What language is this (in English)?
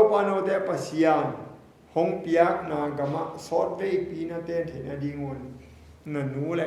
Tedim Chin